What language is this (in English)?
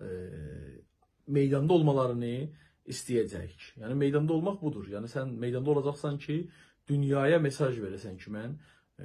South Azerbaijani